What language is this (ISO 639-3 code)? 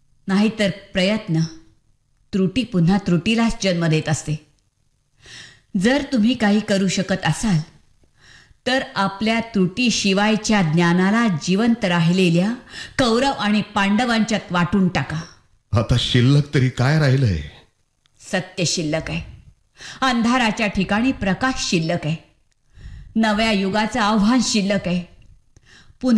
mar